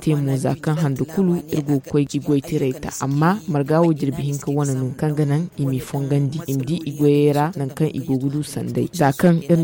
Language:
Zarma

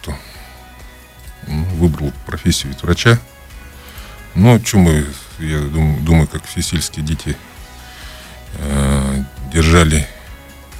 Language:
Russian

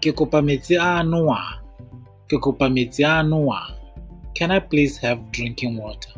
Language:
Tswana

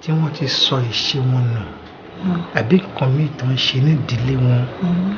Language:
Yoruba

